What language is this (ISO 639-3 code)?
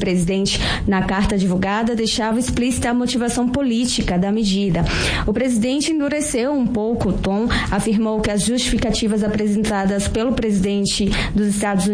por